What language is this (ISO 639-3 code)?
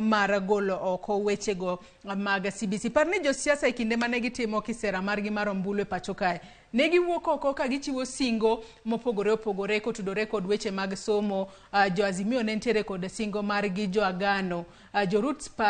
luo